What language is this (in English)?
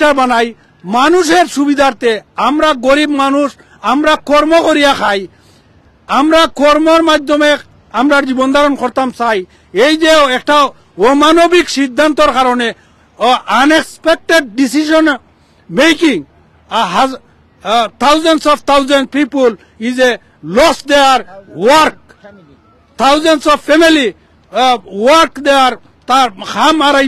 Sylheti